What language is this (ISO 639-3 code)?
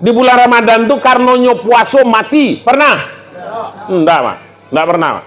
min